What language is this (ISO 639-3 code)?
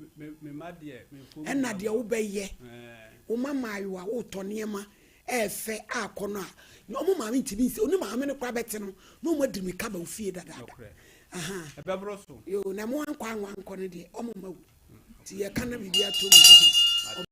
aka